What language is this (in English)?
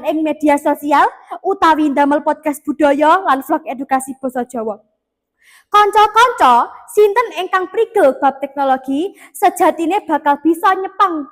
Javanese